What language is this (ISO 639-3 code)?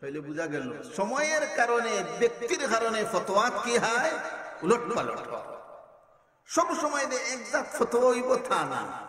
syl